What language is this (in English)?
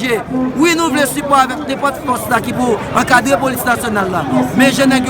Haitian Creole